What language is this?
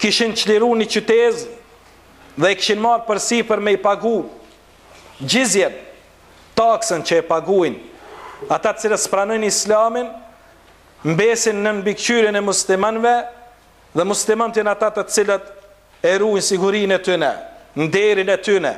Albanian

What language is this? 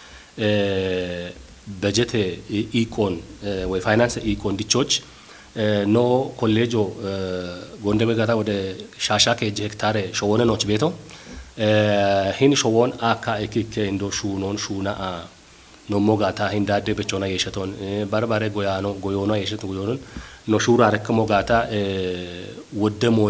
Kafa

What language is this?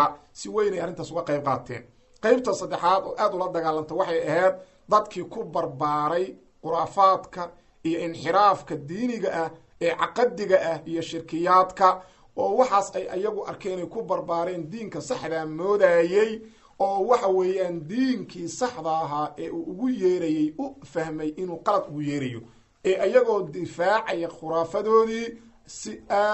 Somali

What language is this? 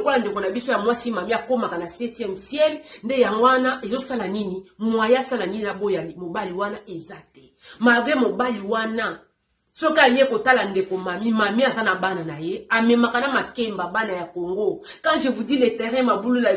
Lingala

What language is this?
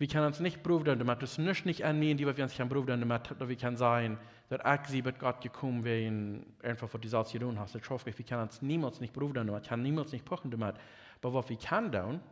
Plautdietsch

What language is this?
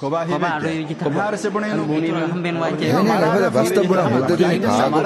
Divehi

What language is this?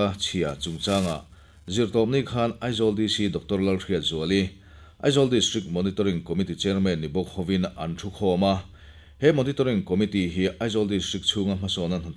Mizo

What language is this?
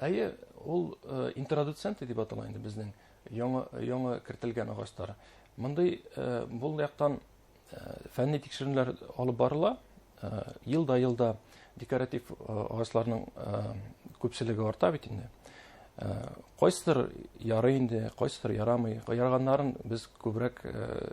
Bashkir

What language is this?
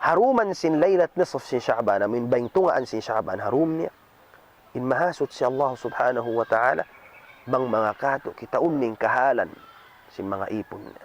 Tausug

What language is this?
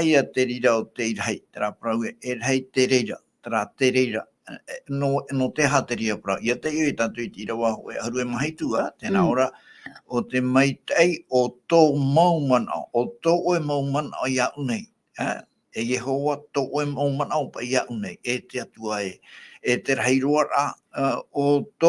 Tahitian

